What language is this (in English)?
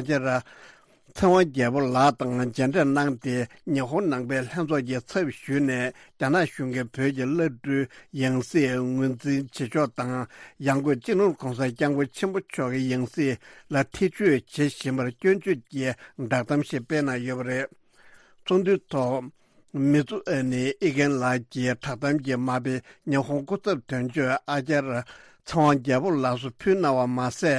Tibetan